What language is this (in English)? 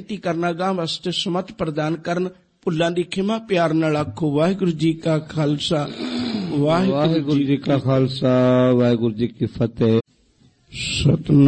Punjabi